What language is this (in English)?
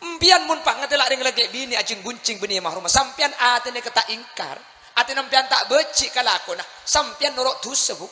Madurese